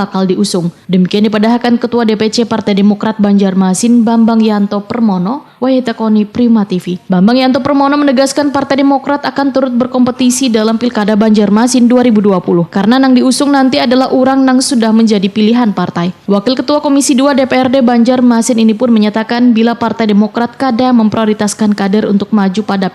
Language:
Banjar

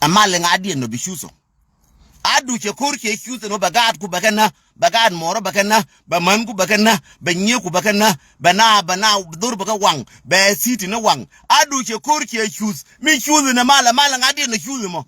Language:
Nuer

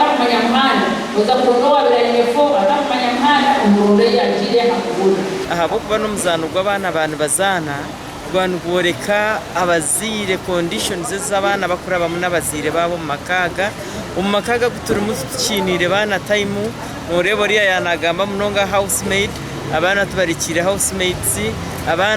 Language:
Nyankole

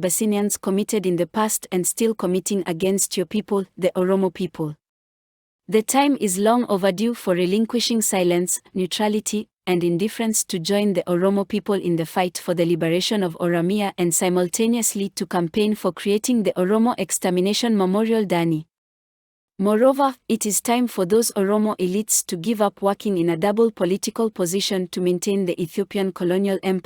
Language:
English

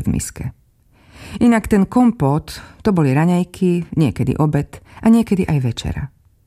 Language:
Slovak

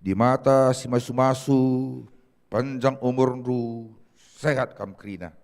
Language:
Batak Karo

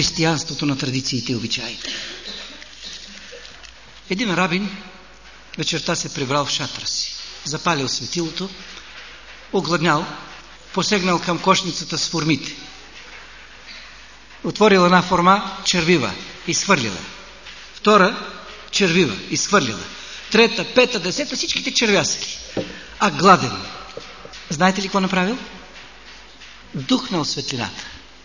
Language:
Bulgarian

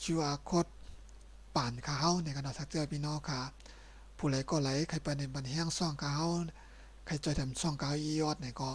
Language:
Shan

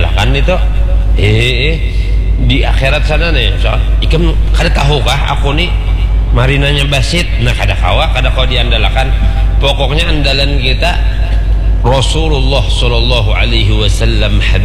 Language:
Banjar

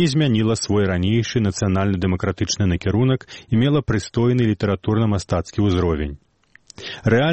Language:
Belarusian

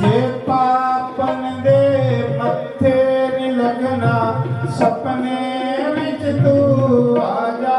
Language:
Dogri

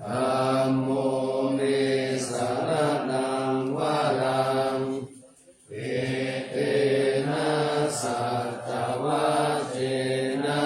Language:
Pali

